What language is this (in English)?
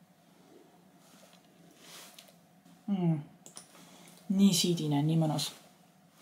Estonian